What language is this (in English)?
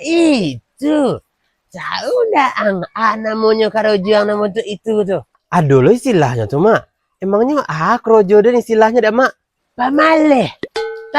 Minangkabau